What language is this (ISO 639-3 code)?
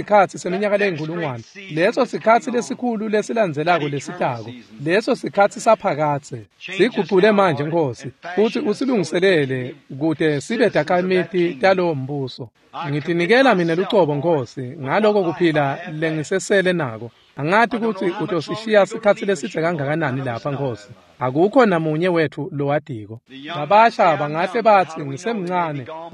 ssw